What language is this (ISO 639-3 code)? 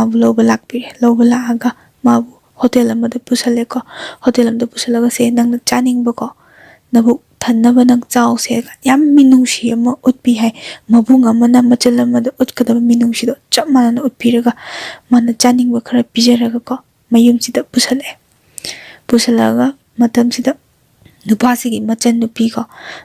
mni